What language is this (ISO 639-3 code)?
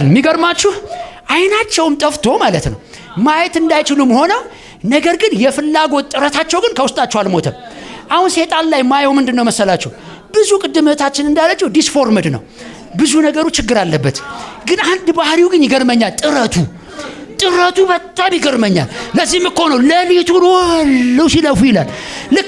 amh